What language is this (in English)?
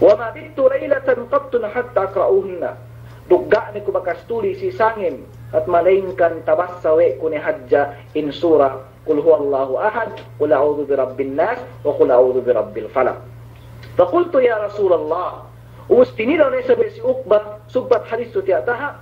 Yakan